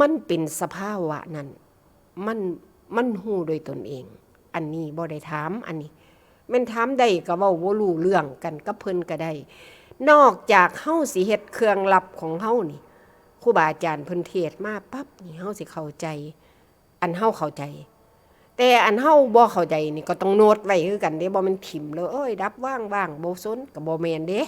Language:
Northeastern Thai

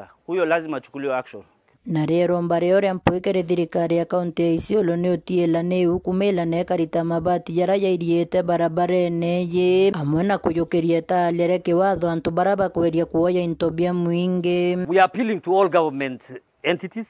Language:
Meru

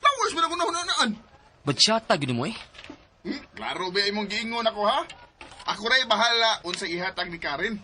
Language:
Cebuano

